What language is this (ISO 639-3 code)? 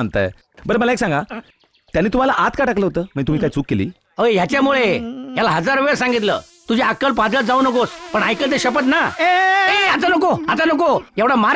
mar